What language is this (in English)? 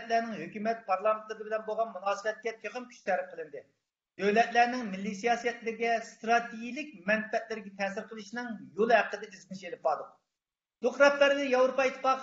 Uyghur